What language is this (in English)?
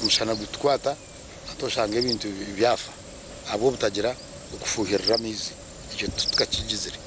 Nyankole